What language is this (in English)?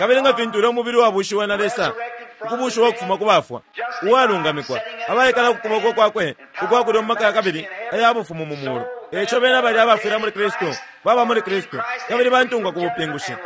Bemba